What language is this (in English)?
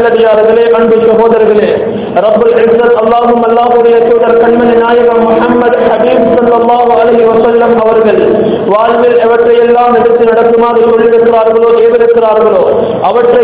Tamil